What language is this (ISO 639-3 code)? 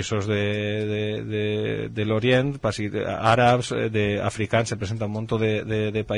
cat